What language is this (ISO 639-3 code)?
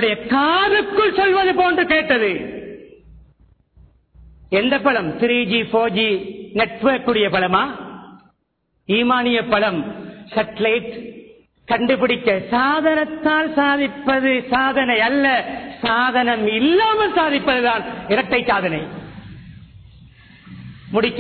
tam